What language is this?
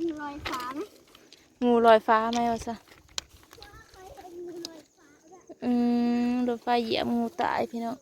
Northeastern Thai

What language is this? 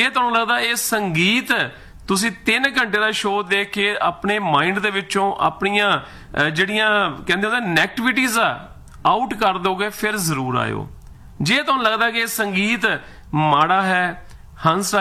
Punjabi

